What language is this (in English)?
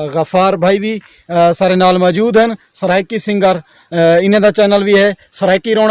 Saraiki